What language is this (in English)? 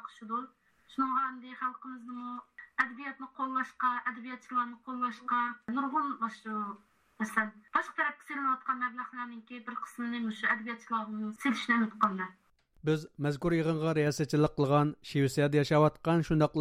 Uyghur